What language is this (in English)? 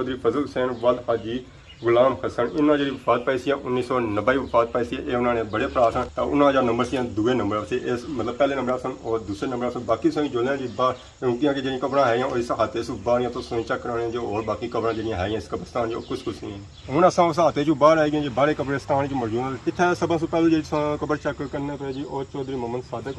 Pahari-Potwari